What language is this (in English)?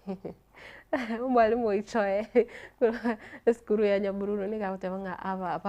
Gusii